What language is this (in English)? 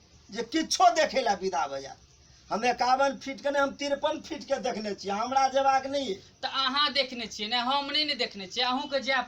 Maithili